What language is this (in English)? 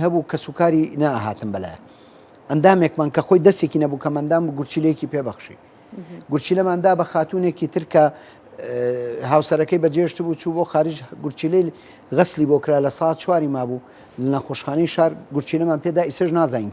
Central Kurdish